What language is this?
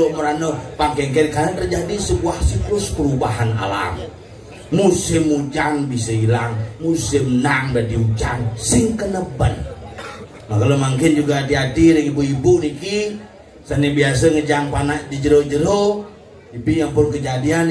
Balinese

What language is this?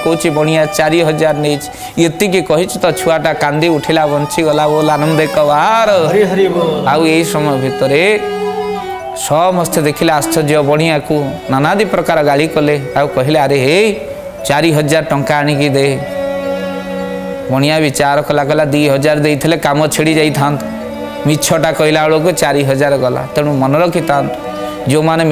Odia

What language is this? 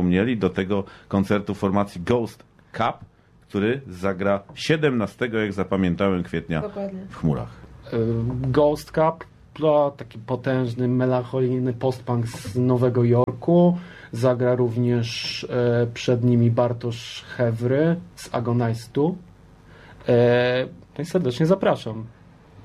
Polish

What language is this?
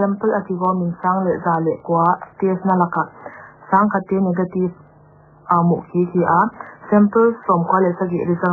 Paite Chin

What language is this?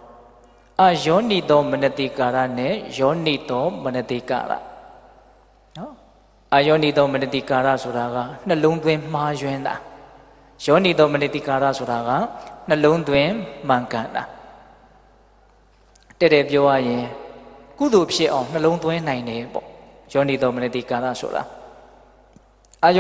Burmese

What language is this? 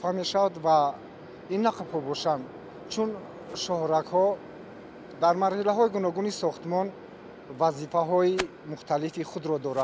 Tajik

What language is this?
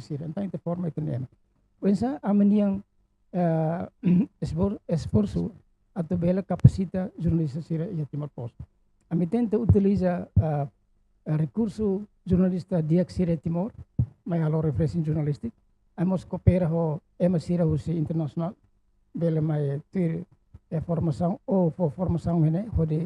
Tetum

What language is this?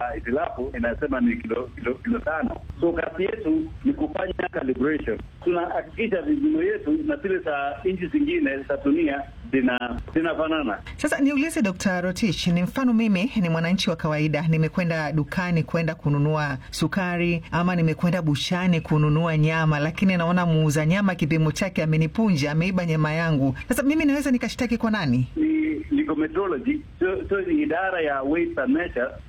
Swahili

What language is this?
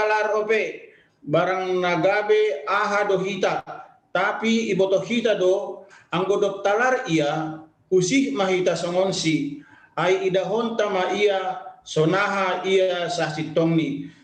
Batak Simalungun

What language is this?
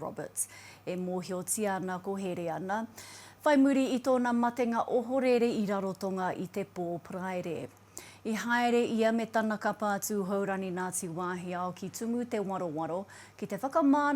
Māori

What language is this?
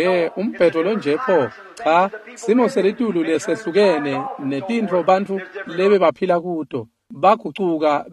Swati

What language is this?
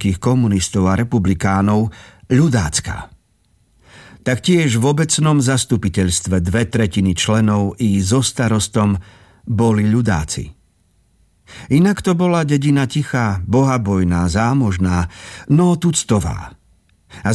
Slovak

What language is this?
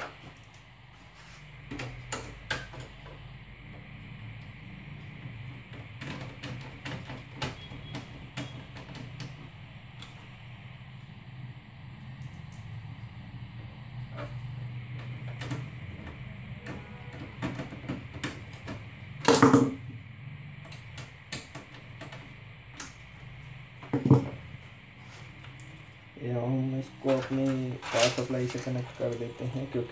Hindi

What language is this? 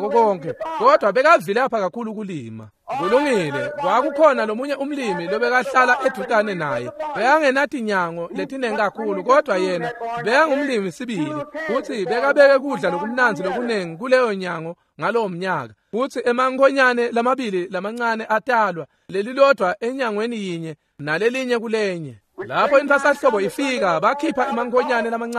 Swati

